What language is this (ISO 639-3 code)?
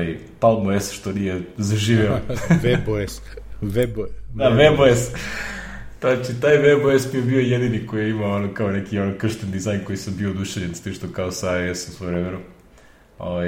srp